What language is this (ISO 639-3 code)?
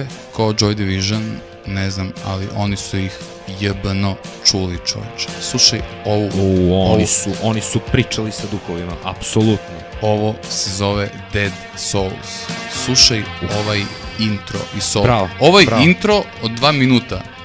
srp